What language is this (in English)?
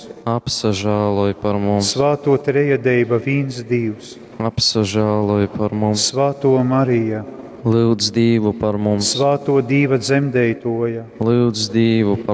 Latgalian